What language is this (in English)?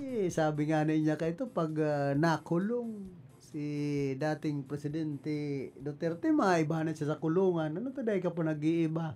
Bikol